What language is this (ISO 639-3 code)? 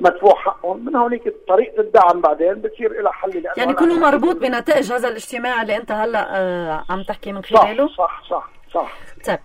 apc